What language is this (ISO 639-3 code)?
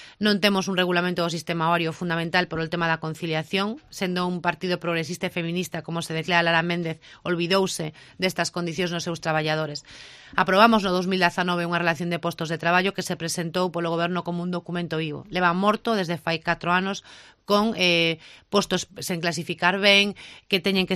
glg